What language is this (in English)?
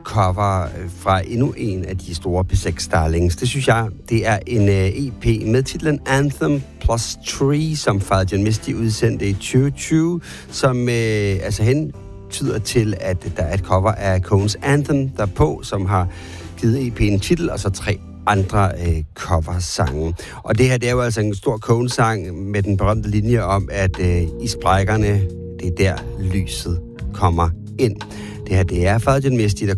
Danish